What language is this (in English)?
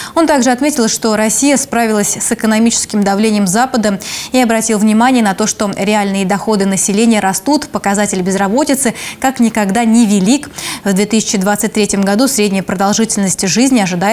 Russian